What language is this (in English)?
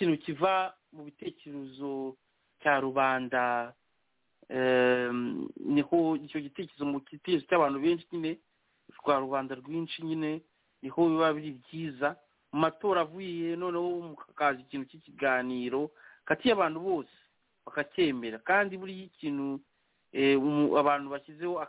Kinyarwanda